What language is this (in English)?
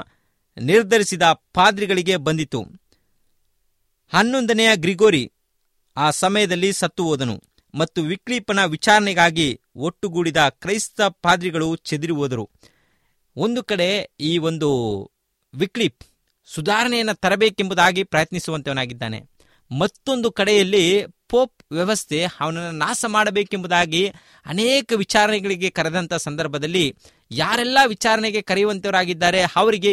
Kannada